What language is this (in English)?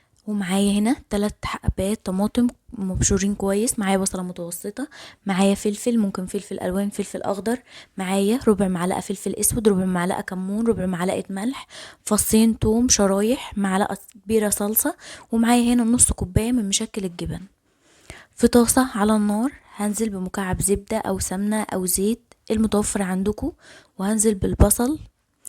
Egyptian Arabic